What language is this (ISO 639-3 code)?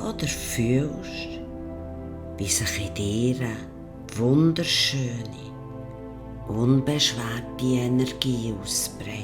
gsw